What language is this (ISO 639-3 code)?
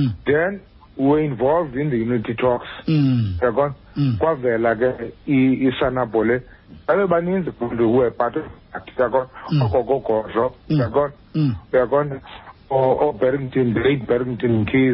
xho